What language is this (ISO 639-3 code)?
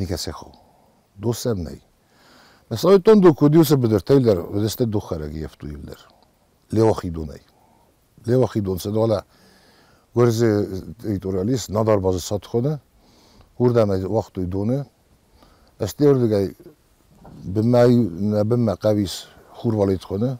oss